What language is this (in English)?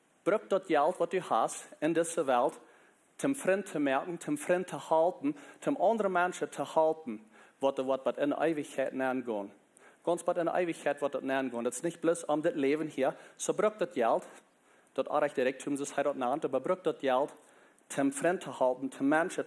Plautdietsch